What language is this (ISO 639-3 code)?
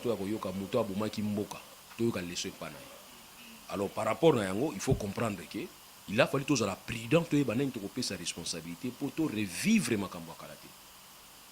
lin